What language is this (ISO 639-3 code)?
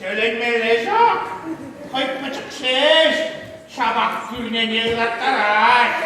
chv